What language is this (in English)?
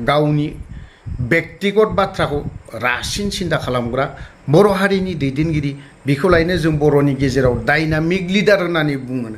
Bodo